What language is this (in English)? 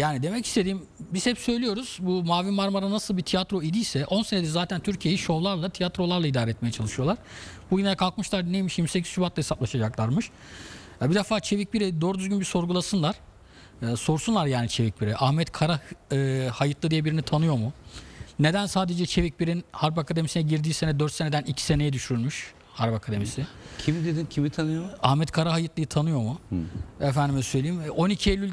Turkish